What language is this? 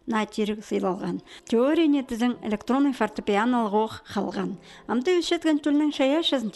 Khakas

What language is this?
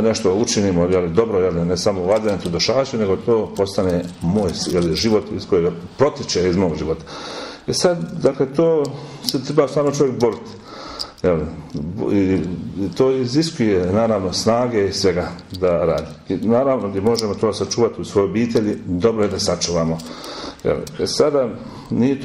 Croatian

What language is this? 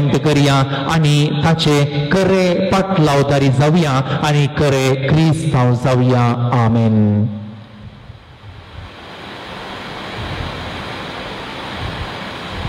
Konkani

